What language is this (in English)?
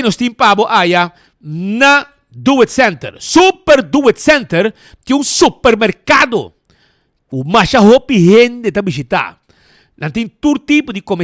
Papiamento